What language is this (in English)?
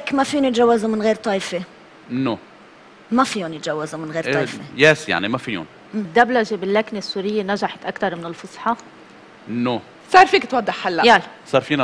North Levantine Arabic